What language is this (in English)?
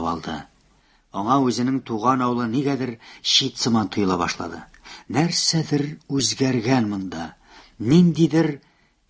Tatar